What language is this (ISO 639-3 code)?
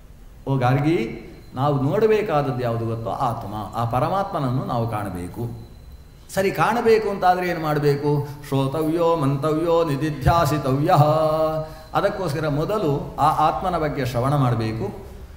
kan